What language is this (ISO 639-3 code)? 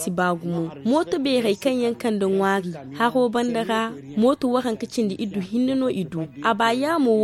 dje